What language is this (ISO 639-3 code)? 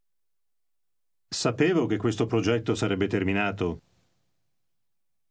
ita